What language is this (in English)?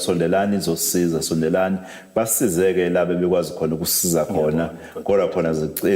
Zulu